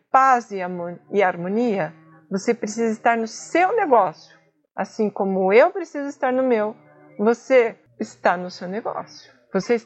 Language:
Portuguese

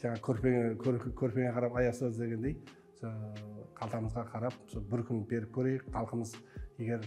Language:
Kara-Kalpak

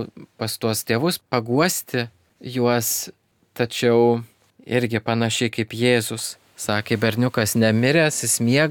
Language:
Lithuanian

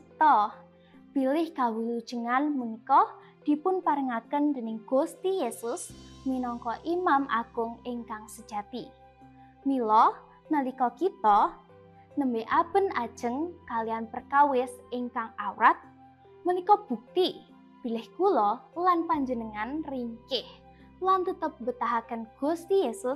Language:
Javanese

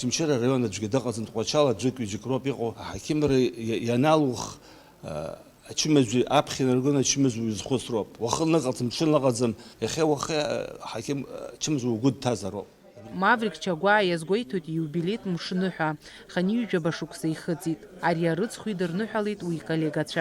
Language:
Abkhazian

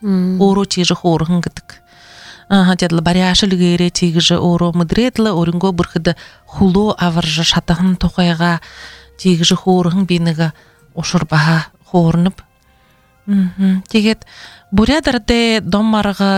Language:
Buriat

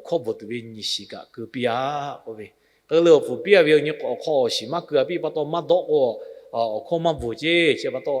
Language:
Lahu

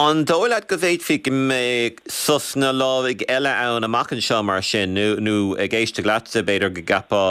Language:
Irish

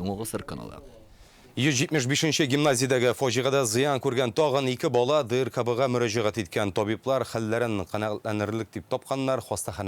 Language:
Tatar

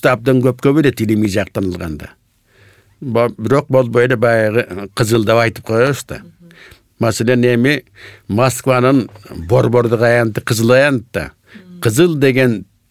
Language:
Kyrgyz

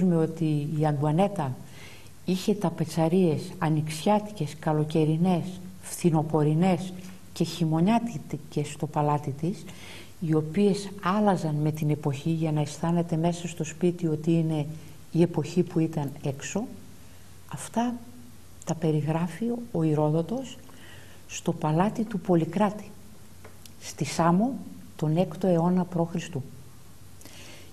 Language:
Greek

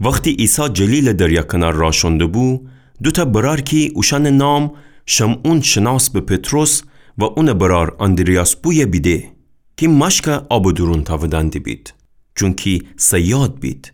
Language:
Gilaki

